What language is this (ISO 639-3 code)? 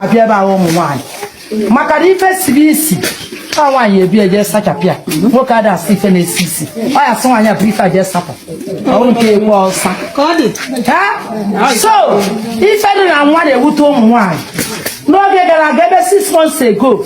ibo